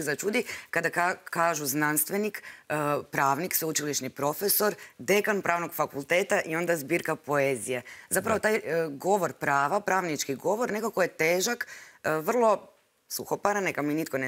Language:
Croatian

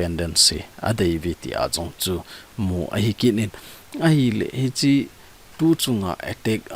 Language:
Thado Chin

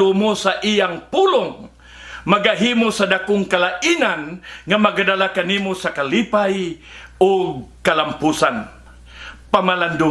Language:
Cebuano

